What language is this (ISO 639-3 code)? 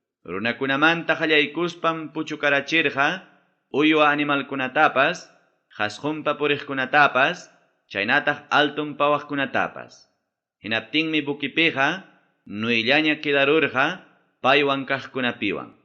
quy